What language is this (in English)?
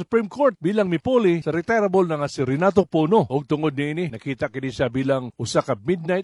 Cebuano